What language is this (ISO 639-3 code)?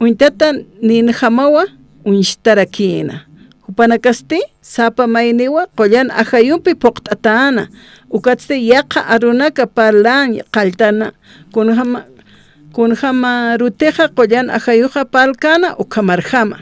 aym